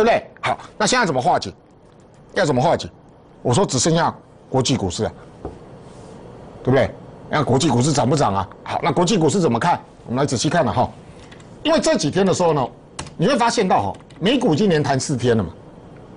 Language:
Chinese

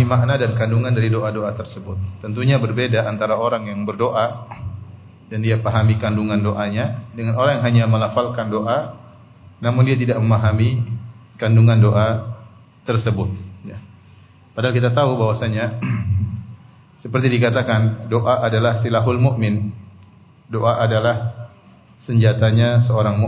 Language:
Indonesian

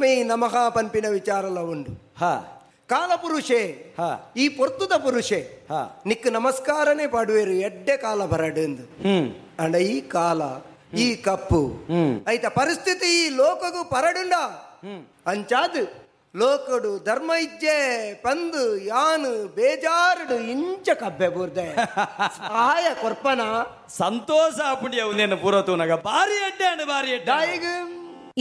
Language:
Tulu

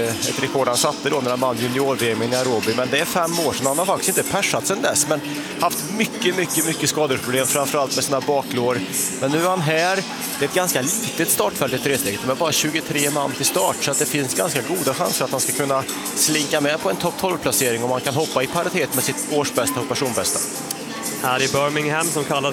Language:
Swedish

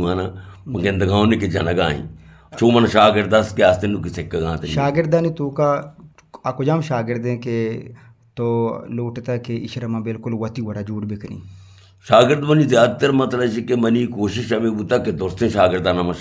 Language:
Eastern Balochi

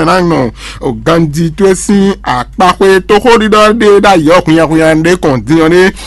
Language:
Fon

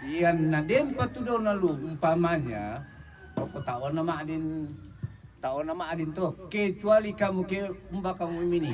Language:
Toraja-Sa'dan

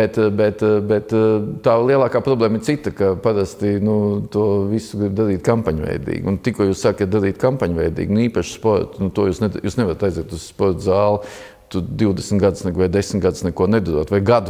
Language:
Latvian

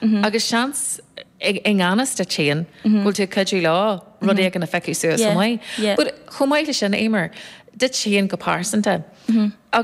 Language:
Irish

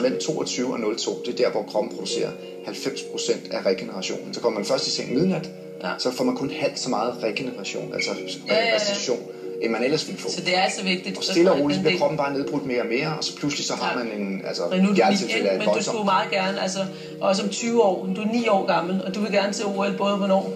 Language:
Danish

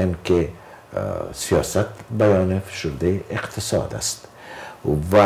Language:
Persian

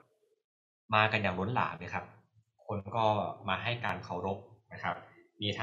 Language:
Thai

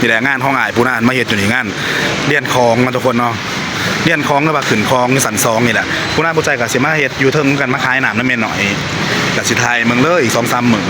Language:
Northeastern Thai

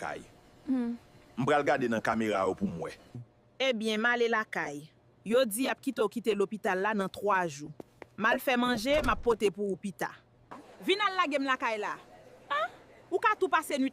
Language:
Haitian Creole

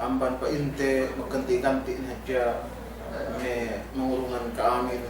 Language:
Yakan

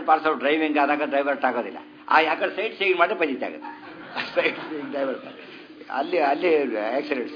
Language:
Kannada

